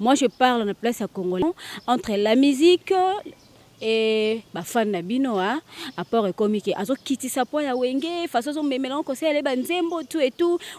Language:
Lingala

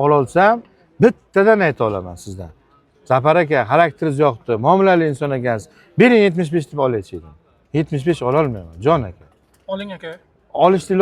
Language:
Uzbek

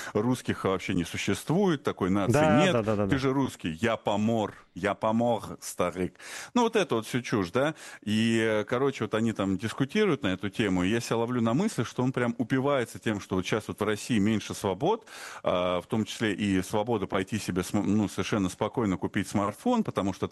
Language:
Russian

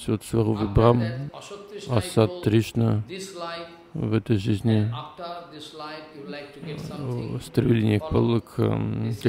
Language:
Russian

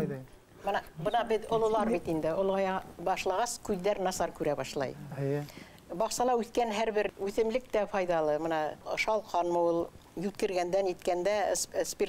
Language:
Bashkir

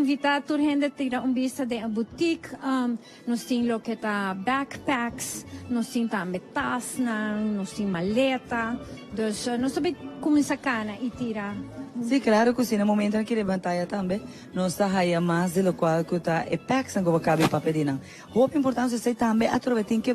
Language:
Papiamento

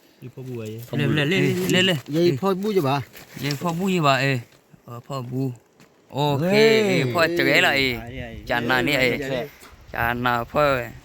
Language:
S'gaw Karen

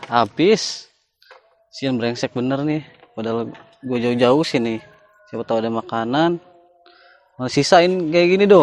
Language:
Betawi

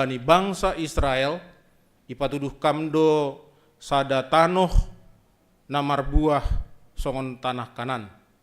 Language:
Batak Simalungun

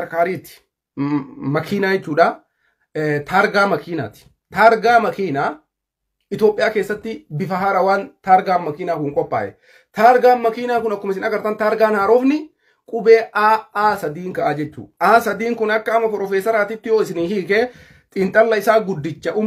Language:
Oromo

